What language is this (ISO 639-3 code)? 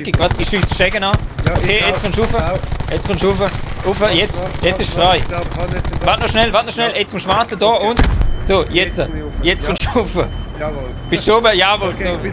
gsw